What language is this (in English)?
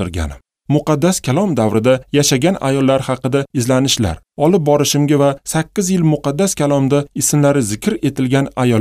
Uzbek